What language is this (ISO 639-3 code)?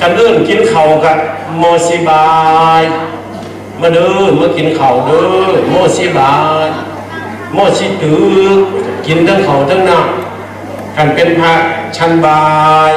tts